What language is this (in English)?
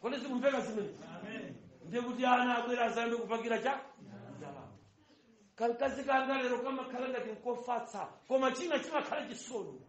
Nyanja